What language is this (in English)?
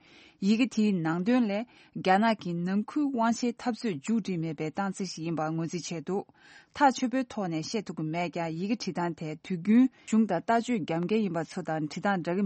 Tibetan